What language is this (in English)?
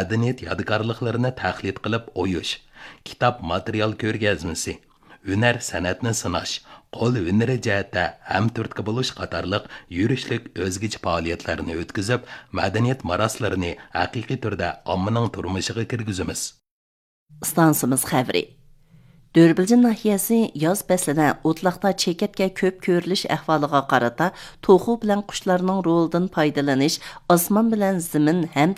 Uyghur